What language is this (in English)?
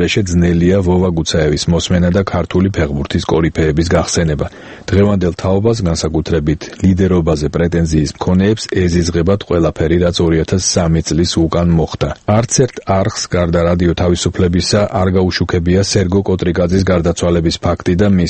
Georgian